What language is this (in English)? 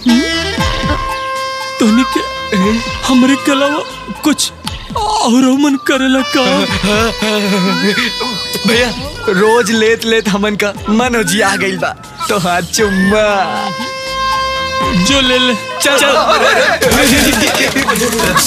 Bhojpuri